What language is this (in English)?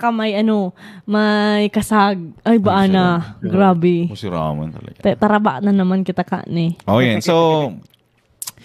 Bikol